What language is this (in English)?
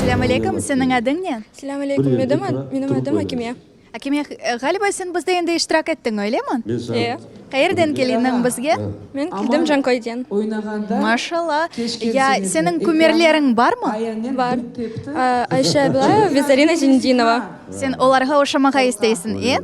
Crimean Tatar